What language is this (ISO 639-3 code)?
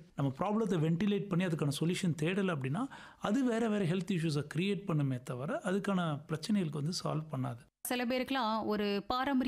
tam